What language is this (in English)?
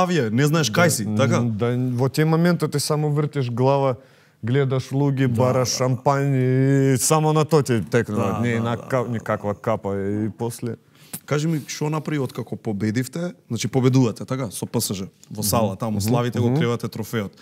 Macedonian